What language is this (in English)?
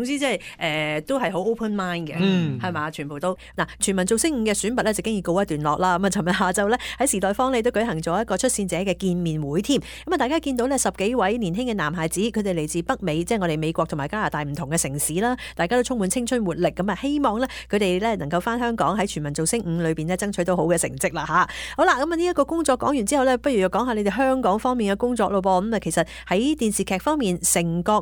Cantonese